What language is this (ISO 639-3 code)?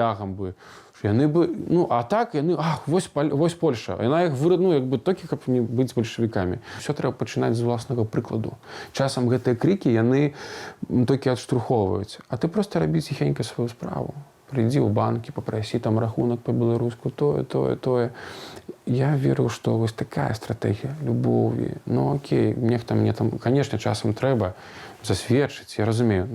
bel